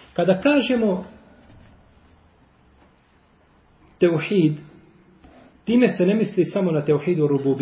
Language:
Bosnian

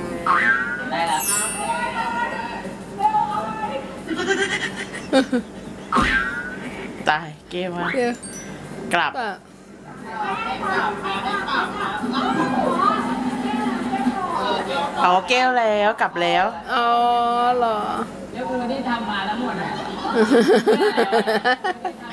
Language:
Thai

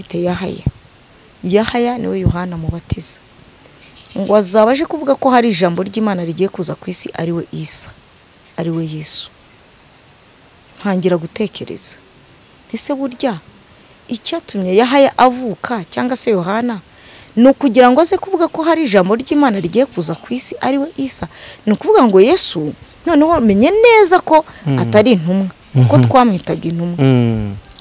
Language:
Kinyarwanda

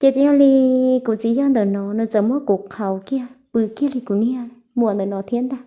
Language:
Hmong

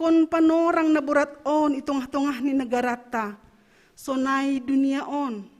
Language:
Batak Simalungun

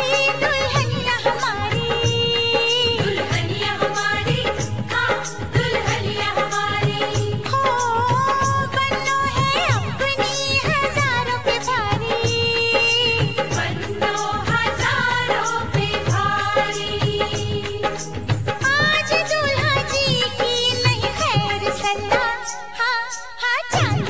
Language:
Hindi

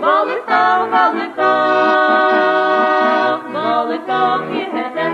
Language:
Yakut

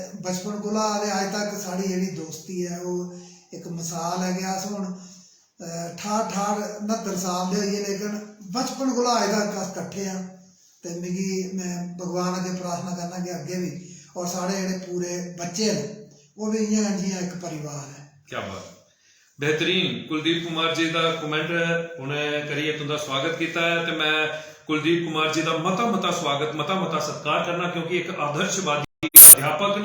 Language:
Dogri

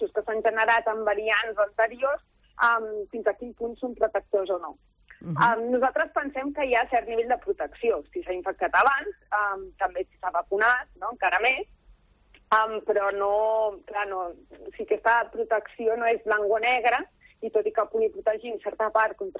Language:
Catalan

